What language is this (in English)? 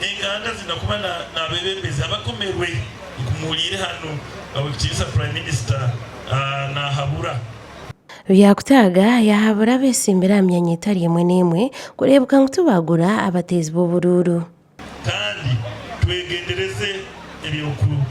Nyankole